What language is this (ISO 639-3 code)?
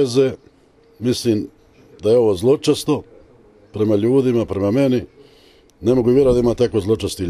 hrv